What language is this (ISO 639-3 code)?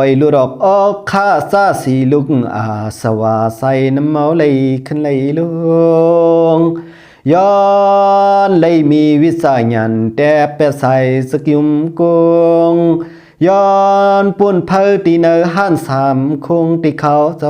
shn